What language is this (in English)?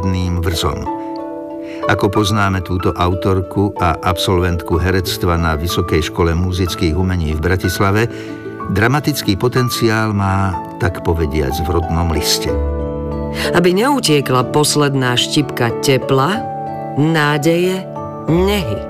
Slovak